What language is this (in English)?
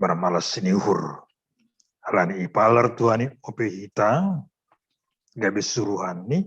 Batak Simalungun